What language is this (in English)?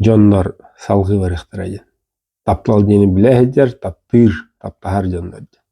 Yakut